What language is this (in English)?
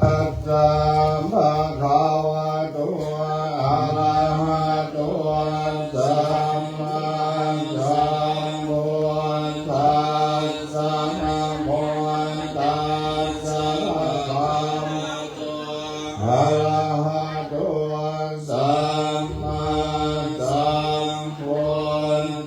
Pali